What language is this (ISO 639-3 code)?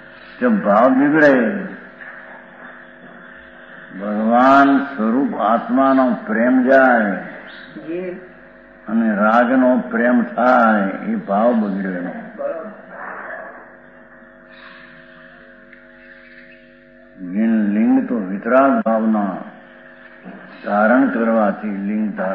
guj